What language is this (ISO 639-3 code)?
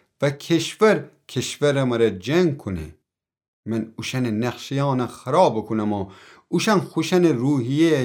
glk